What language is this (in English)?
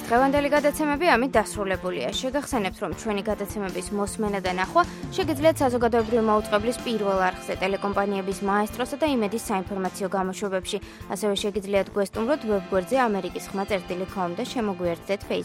Georgian